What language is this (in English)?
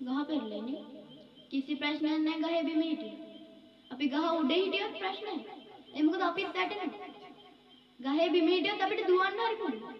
Sinhala